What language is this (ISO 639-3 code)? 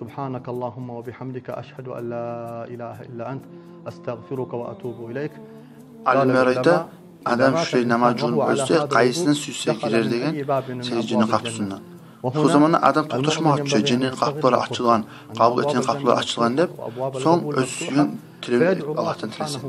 kum